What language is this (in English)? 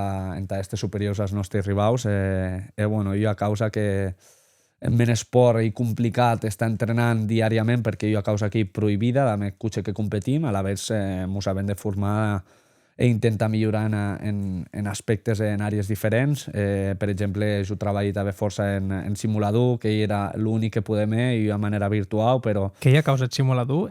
Occitan